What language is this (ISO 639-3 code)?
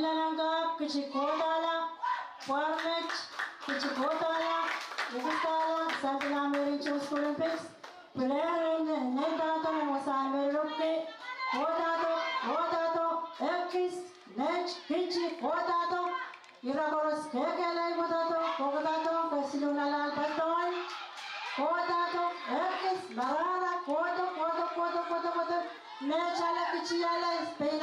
pon